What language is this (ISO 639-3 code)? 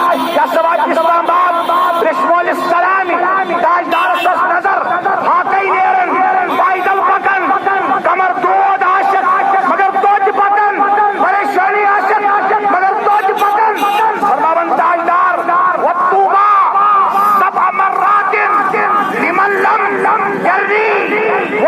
kas